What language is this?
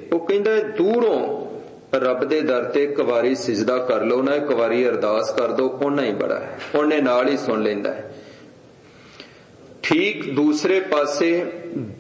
Punjabi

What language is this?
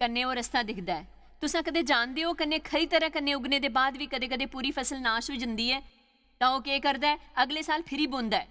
Dogri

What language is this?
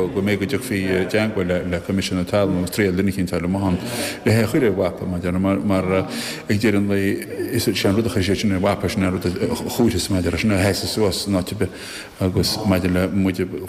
Irish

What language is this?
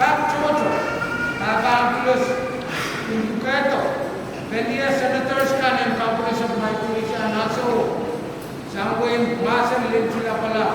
Pohnpeian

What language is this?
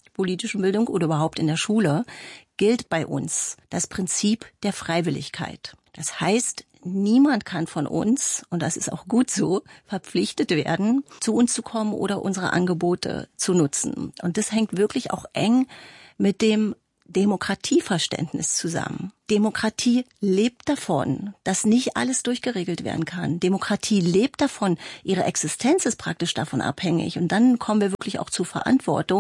German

